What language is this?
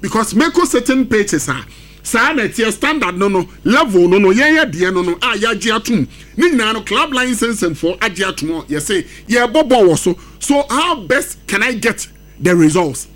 Akan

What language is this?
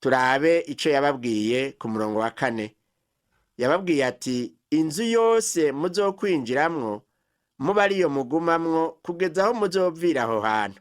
Rundi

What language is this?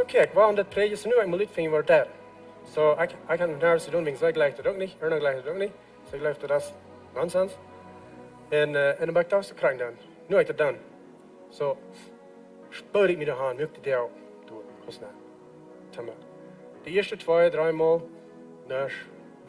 Plautdietsch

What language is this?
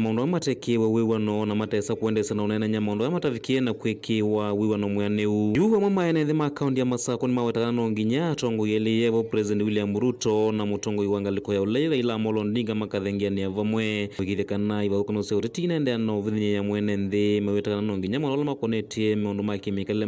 Kamba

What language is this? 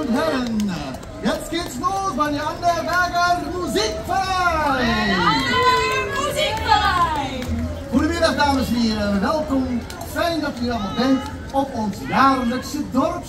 Dutch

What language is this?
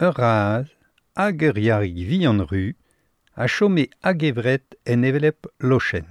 Breton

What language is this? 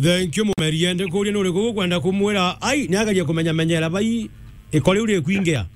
Meru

